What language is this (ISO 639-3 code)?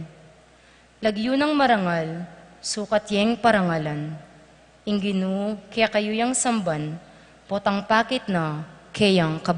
pam